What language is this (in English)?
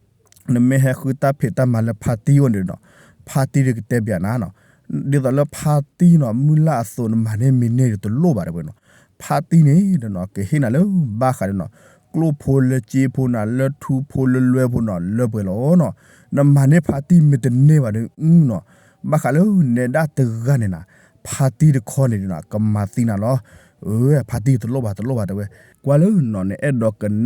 S'gaw Karen